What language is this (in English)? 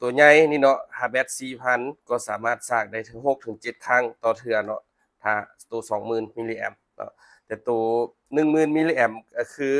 Lao